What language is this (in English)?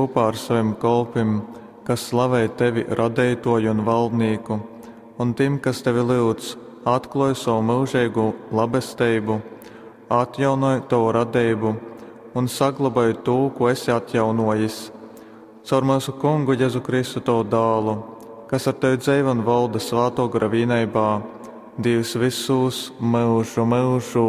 Latgalian